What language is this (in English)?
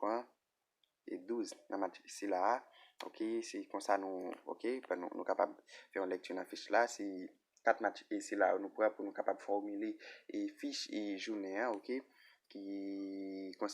Haitian Creole